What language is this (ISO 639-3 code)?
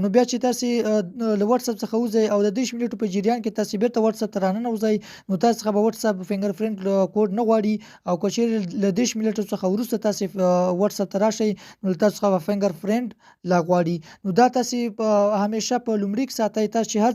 pus